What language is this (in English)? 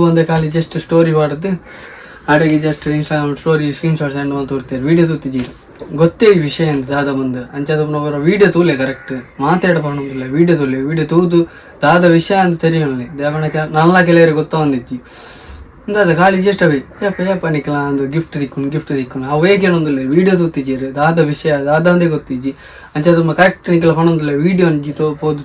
Tulu